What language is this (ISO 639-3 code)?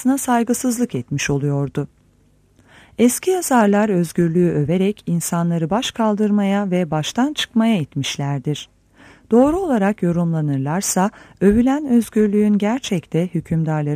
tur